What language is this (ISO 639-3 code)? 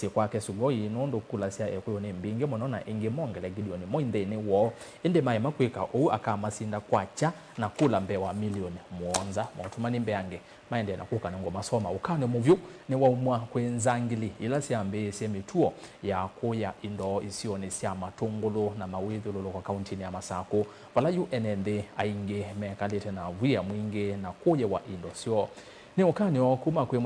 kam